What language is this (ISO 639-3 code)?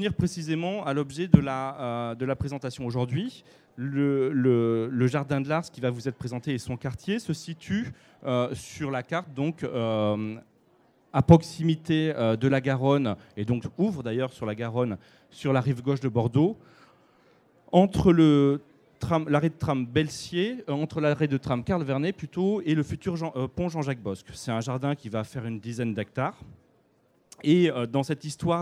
fra